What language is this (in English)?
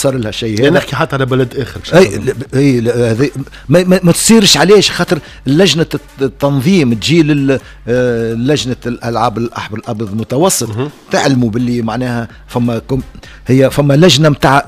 Tunisian Arabic